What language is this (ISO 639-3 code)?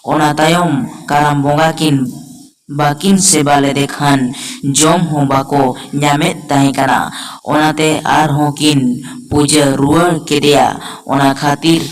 sat